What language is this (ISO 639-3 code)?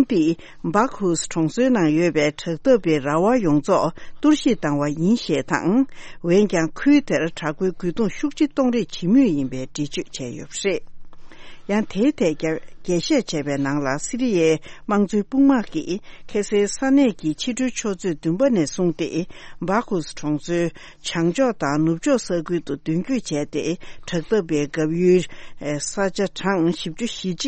bod